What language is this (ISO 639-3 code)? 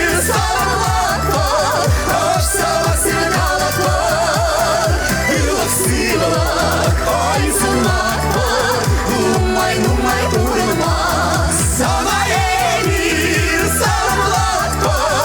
chv